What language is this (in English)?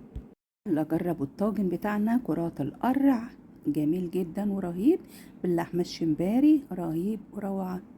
Egyptian Arabic